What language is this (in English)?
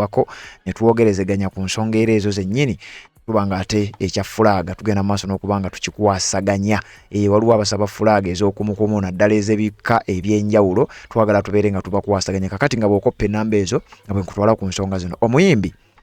Ganda